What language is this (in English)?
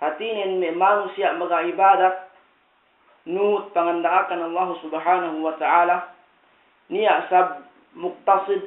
Yakan